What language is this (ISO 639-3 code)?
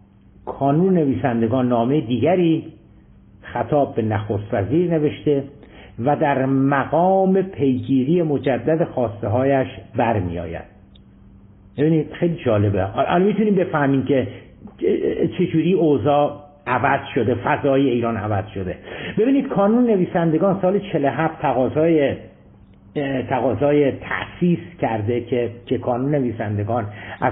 fas